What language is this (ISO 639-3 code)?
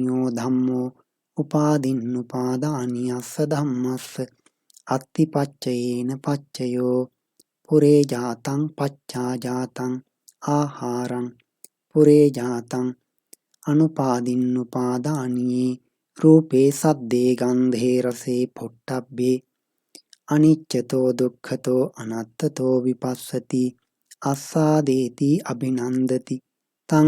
pli